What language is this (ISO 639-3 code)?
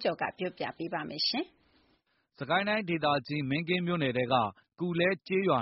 mya